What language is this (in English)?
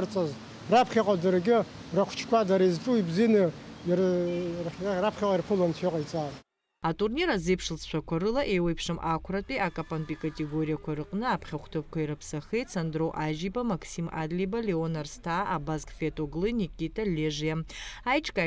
Abkhazian